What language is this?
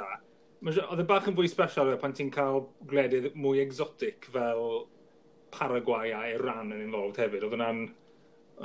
Welsh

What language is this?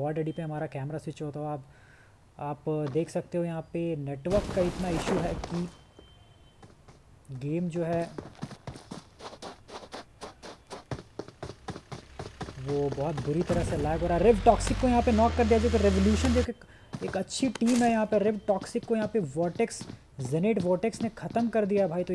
Hindi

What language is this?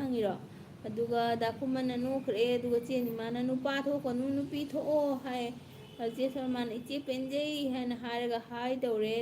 Manipuri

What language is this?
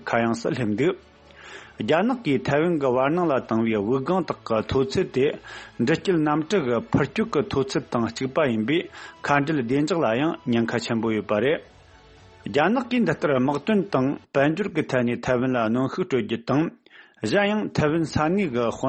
Tibetan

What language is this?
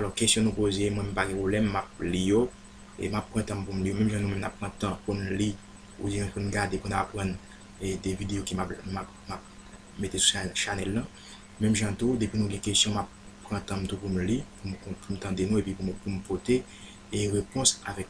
Haitian Creole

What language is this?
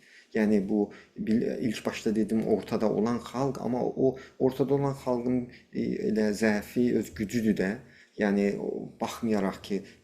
South Azerbaijani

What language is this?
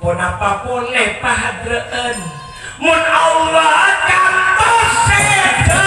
Madurese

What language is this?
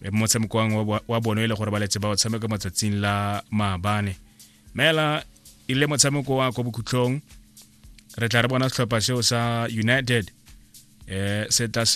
Tswana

